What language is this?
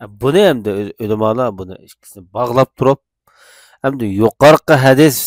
Uyghur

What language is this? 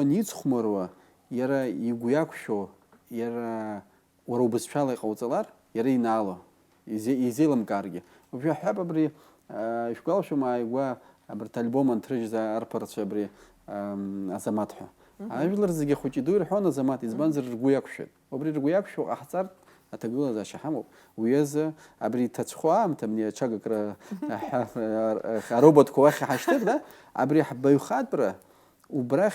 Abkhazian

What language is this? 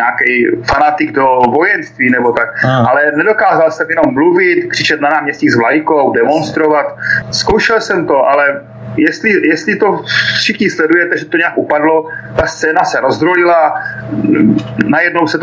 Czech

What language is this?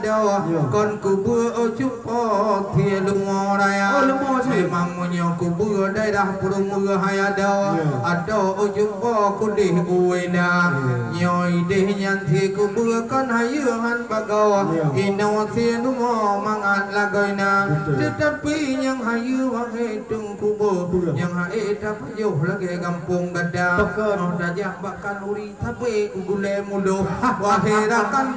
Achinese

